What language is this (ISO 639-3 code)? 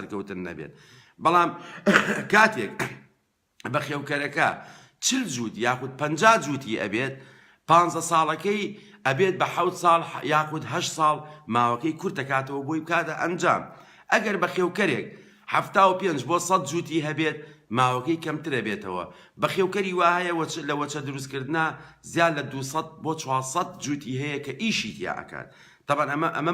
ckb